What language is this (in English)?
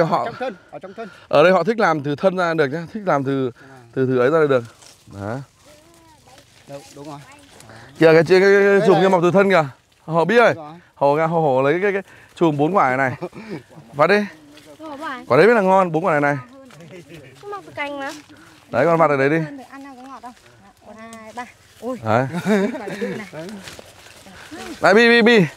Vietnamese